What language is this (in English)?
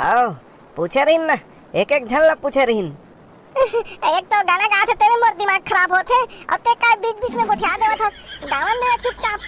Chhattisgarhi